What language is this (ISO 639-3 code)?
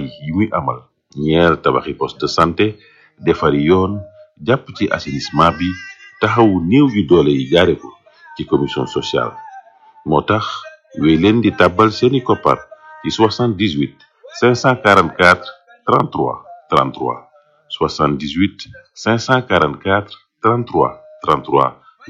wol